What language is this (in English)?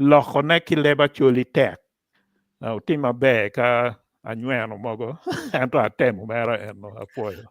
Acoli